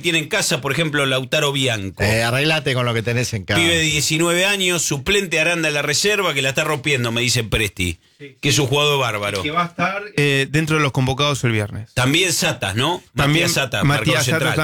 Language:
Spanish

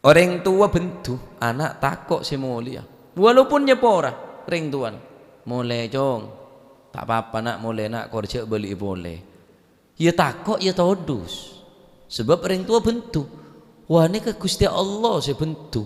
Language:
Madurese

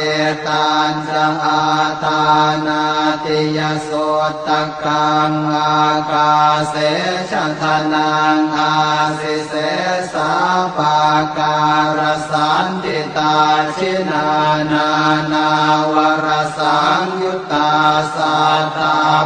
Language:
Pali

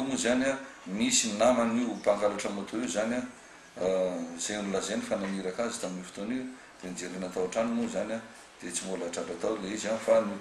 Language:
Malagasy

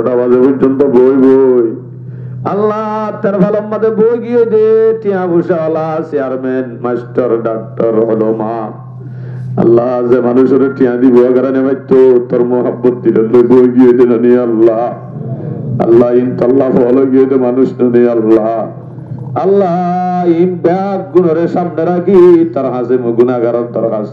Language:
Rohingya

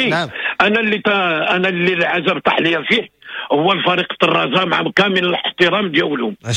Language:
Moroccan Arabic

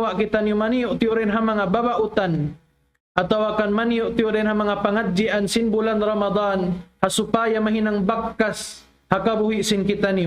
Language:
Tausug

